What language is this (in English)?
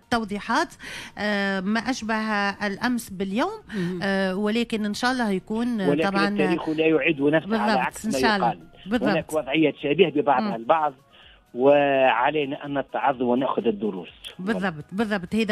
Tunisian Arabic